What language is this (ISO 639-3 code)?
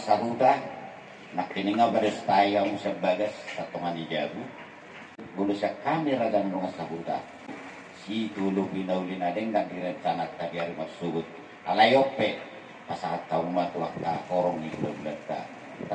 bbc